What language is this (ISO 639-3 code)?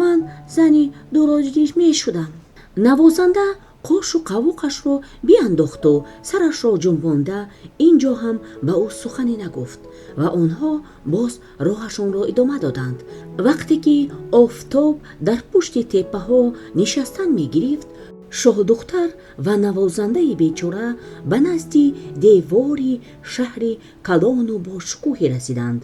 tgk